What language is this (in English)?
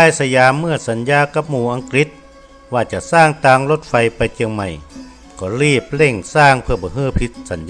Northern Thai